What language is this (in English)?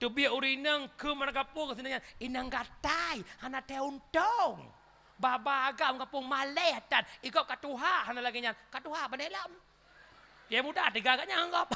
Achinese